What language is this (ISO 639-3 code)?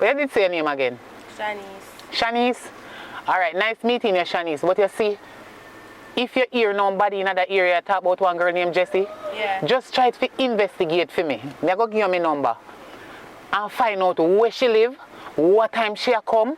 jam